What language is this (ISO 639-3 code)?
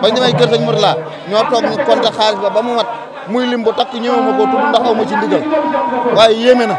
wol